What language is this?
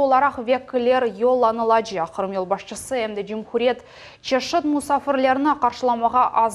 Crimean Tatar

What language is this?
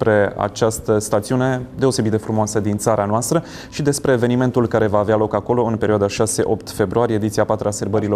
Romanian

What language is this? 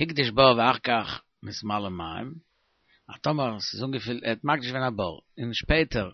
Yiddish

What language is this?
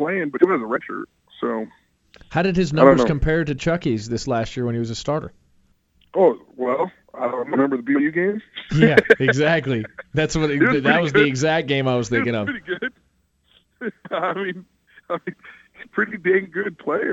English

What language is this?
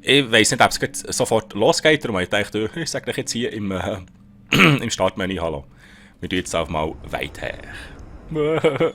Swiss German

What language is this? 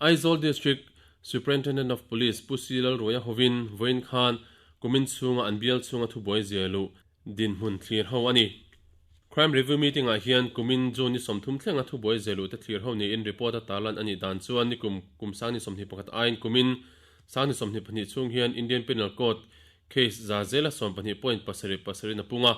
Mizo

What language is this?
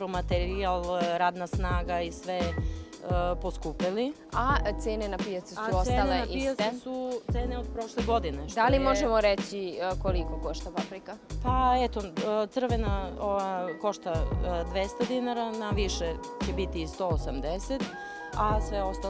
Serbian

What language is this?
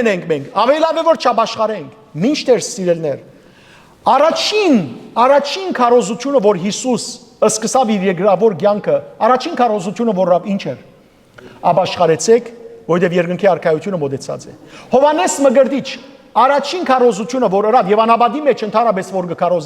Western Armenian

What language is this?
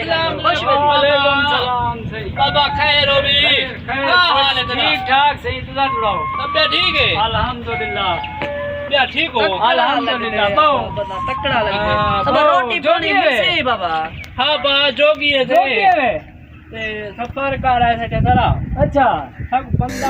Saraiki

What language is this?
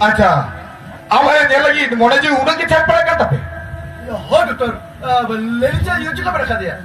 Santali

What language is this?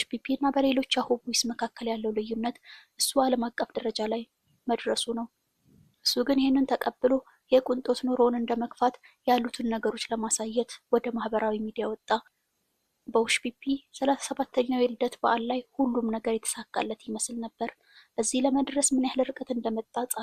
Amharic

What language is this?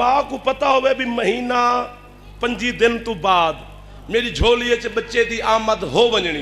Saraiki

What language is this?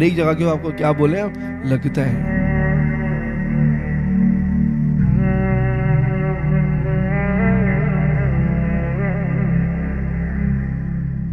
Urdu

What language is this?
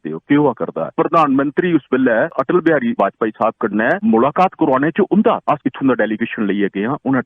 Dogri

